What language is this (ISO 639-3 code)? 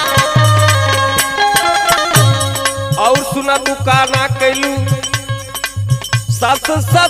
bho